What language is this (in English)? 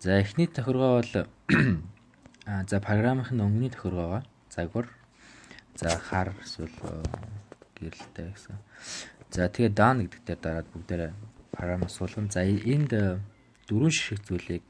Mongolian